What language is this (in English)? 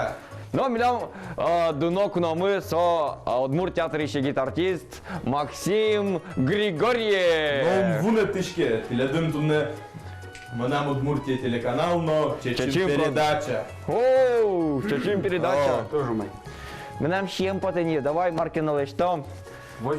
Udmurt